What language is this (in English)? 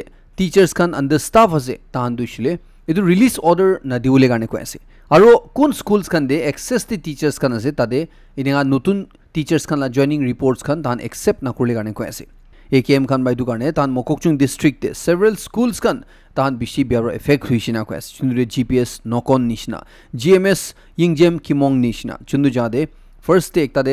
Naga Pidgin